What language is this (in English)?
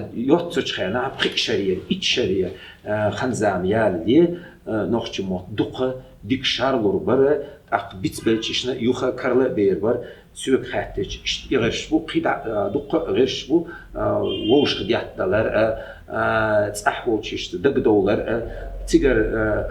Chechen